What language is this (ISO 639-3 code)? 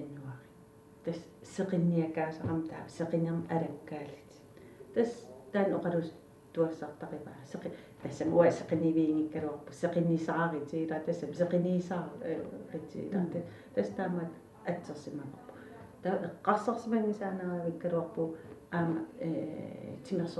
kal